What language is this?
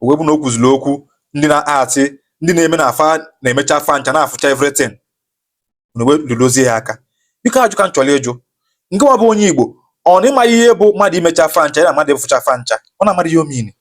Igbo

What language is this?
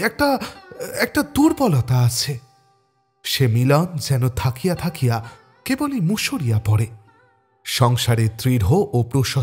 Bangla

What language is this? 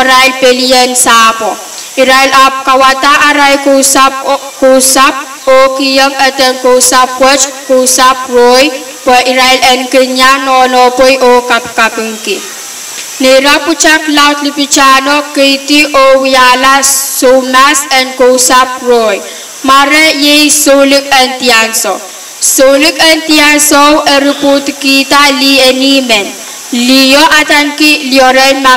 Pohnpeian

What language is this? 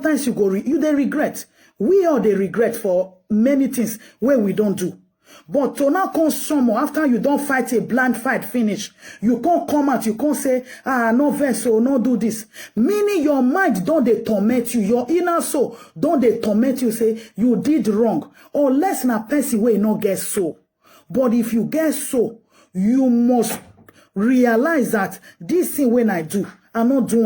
Nigerian Pidgin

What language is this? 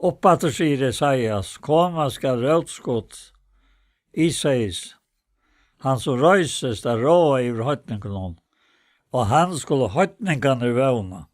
Faroese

